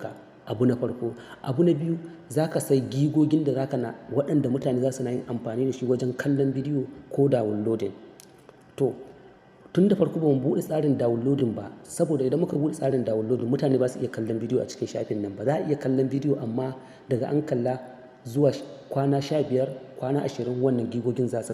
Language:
Hausa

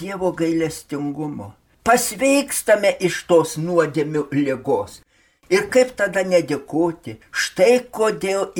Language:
Lithuanian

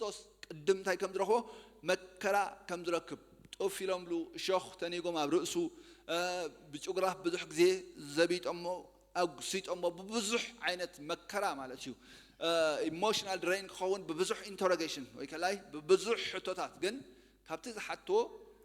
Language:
Tigrinya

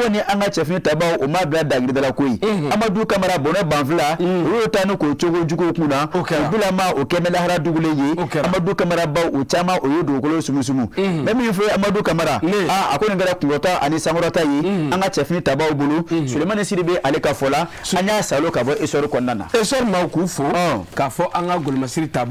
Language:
Bambara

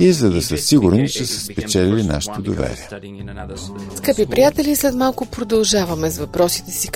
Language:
Bulgarian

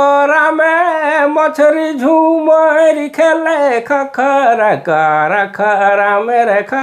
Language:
Sadri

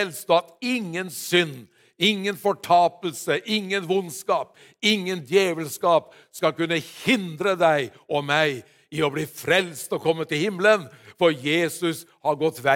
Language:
Norwegian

